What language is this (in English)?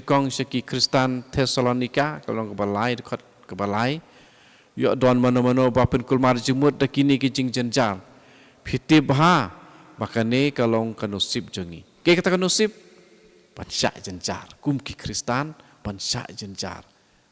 Khasi